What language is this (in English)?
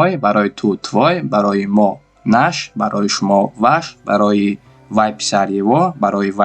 Tajik